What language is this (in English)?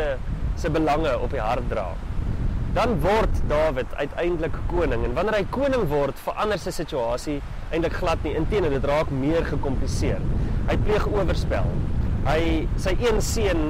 Afrikaans